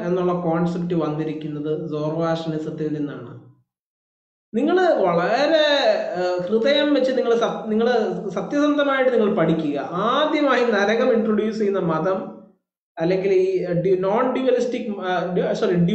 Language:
Malayalam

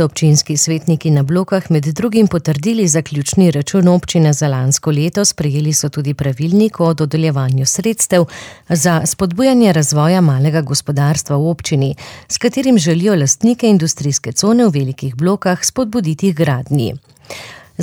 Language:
Slovenian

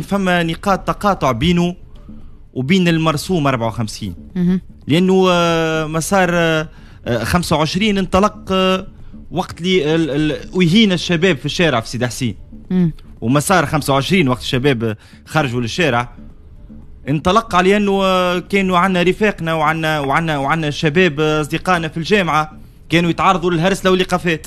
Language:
Tunisian Arabic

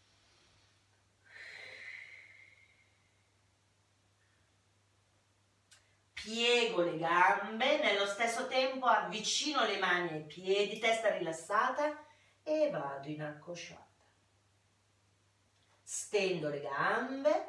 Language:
Italian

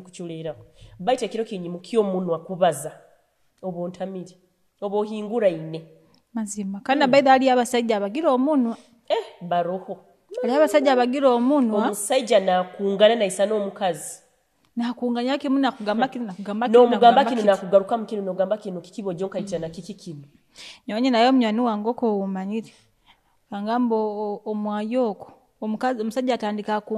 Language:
Nyoro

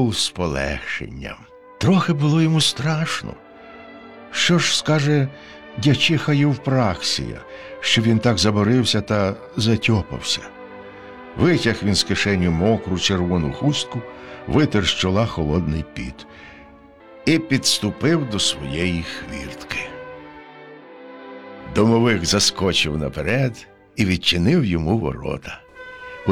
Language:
Ukrainian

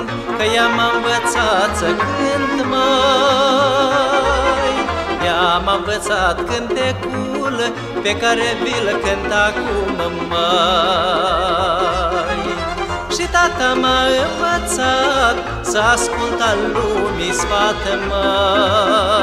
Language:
Romanian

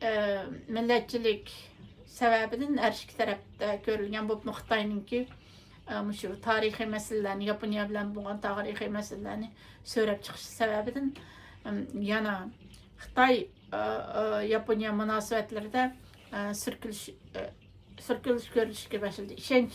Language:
Uyghur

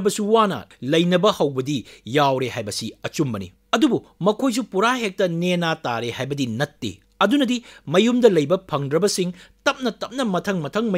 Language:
Manipuri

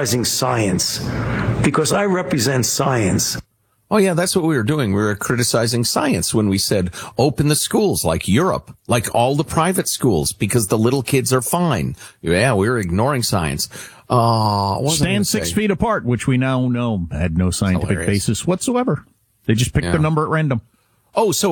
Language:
English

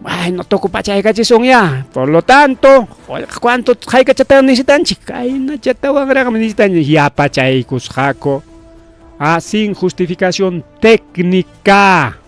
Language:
Ayacucho Quechua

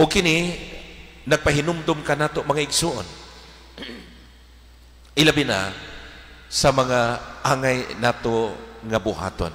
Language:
Cebuano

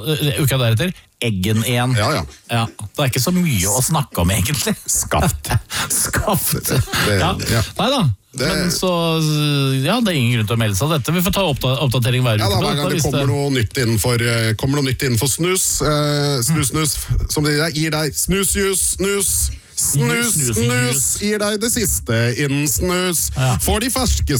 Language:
Norwegian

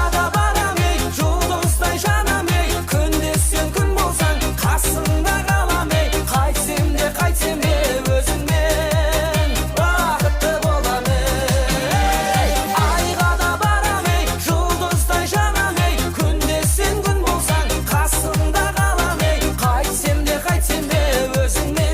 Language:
Kara-Kalpak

